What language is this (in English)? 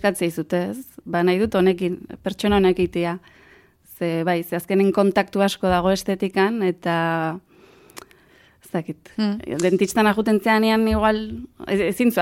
Basque